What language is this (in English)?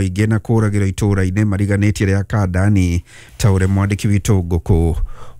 Kikuyu